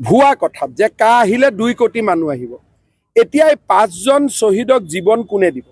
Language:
Assamese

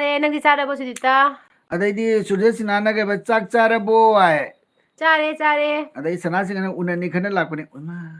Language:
Manipuri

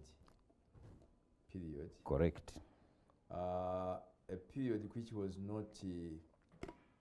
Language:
English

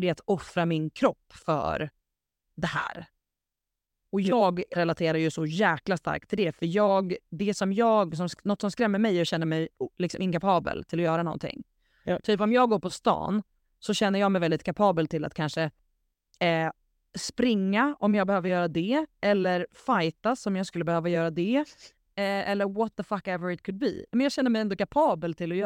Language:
Swedish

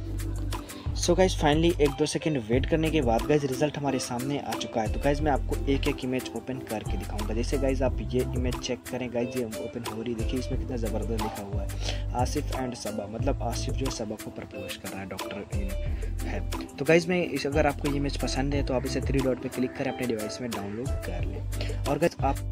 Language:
Hindi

